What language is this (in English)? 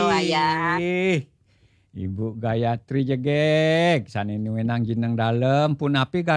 Balinese